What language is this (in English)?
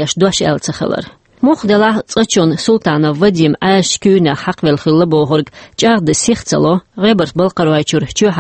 Chechen